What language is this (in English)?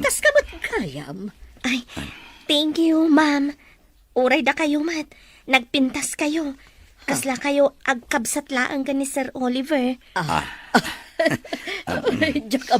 Iloko